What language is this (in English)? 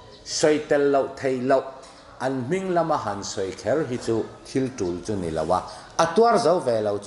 Hakha Chin